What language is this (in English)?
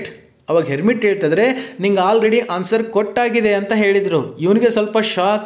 Kannada